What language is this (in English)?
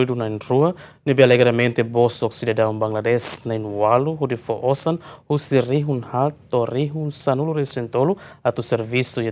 Tetum